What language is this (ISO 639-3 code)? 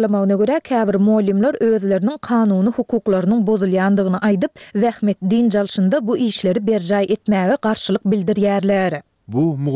tuk